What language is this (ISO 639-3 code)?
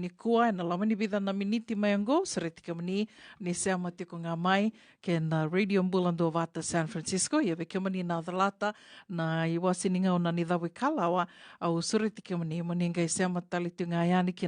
fij